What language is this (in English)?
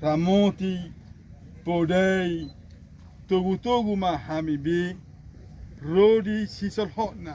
Batak Toba